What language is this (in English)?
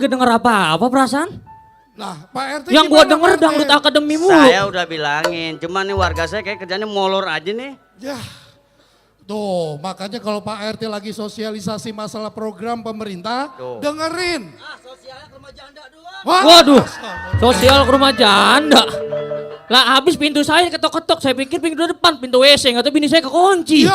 Betawi